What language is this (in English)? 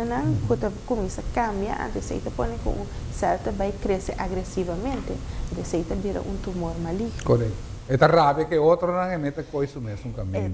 Papiamento